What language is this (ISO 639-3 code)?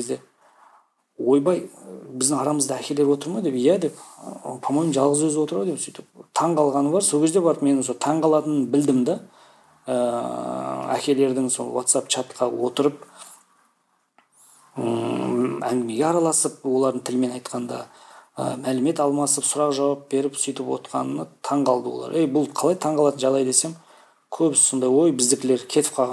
kaz